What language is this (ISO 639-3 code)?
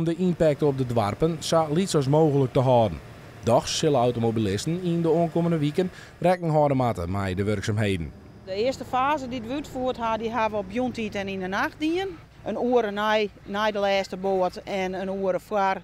fry